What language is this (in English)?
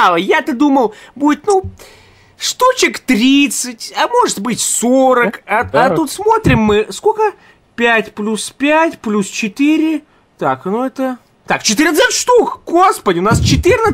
Russian